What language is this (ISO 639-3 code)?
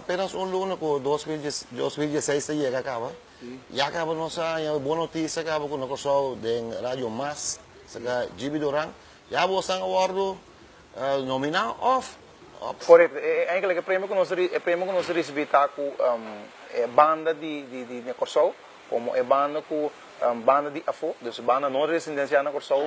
pap